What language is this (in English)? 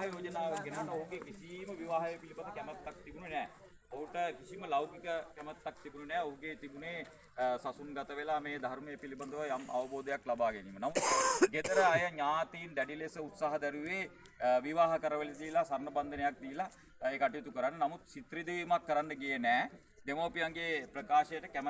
Sinhala